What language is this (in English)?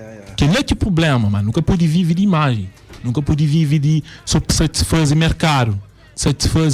Kabuverdianu